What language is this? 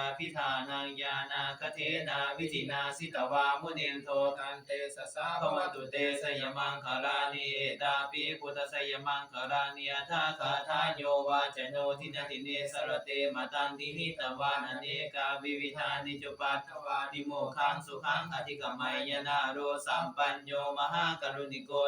Pali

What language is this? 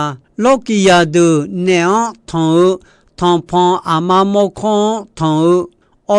Akha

